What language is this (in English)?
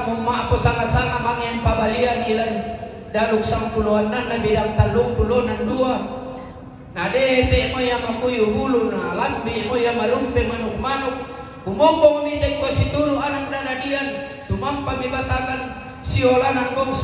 Toraja-Sa'dan